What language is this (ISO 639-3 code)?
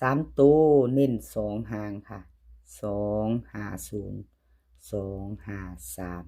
tts